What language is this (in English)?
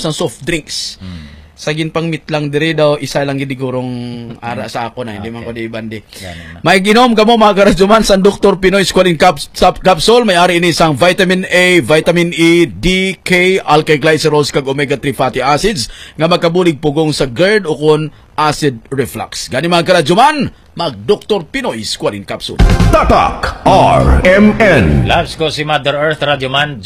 Hiligaynon